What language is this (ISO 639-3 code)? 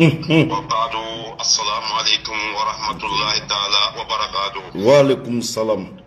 bam